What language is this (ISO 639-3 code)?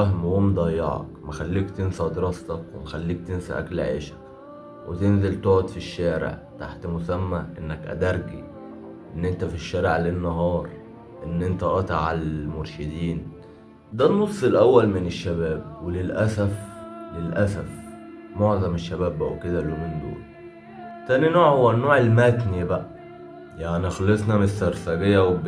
arz